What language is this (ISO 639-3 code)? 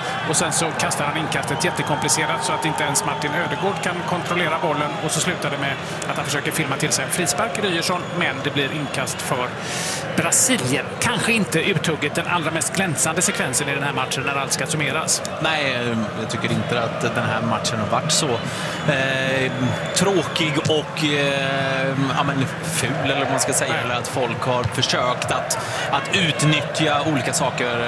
swe